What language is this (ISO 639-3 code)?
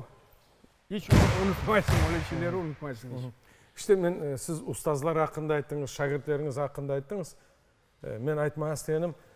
crh